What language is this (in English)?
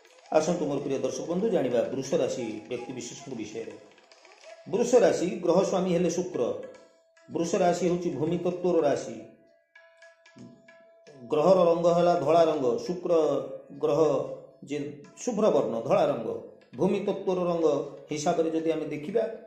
Odia